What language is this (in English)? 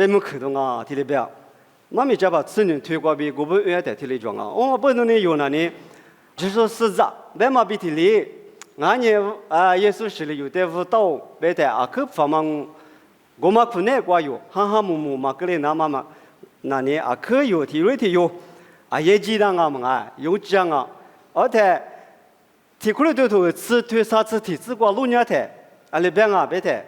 Lisu